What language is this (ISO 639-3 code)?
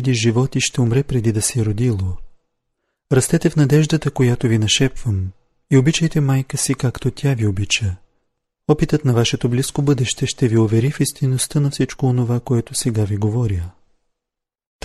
bul